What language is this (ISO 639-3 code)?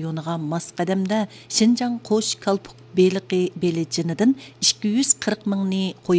uig